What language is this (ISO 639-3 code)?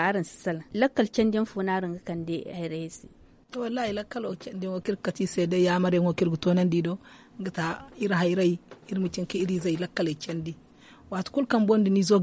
dje